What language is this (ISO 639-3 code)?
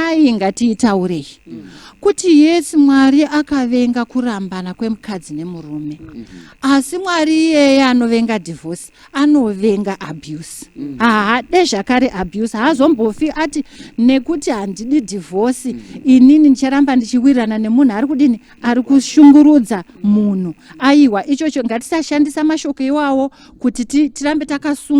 sna